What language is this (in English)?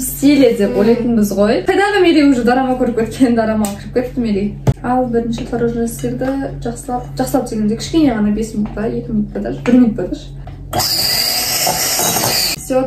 Kazakh